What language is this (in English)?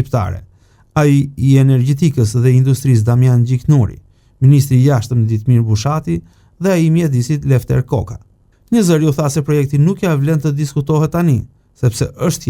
Albanian